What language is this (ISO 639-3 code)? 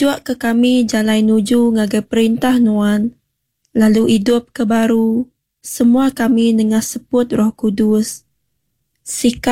iba